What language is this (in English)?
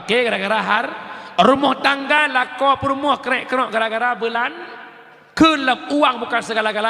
Achinese